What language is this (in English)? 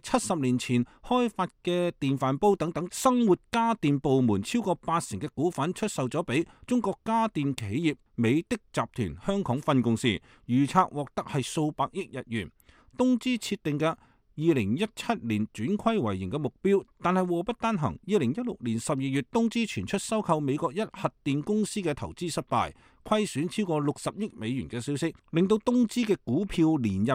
Cantonese